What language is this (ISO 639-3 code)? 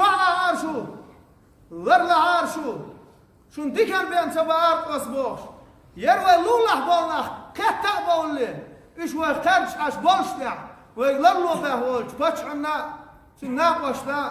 che